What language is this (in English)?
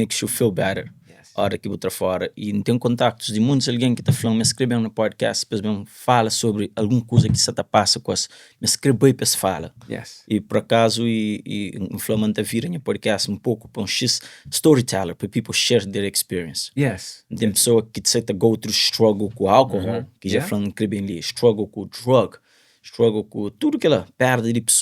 Kabuverdianu